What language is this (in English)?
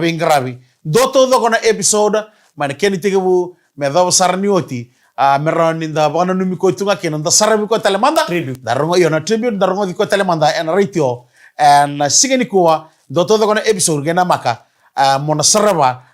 Fijian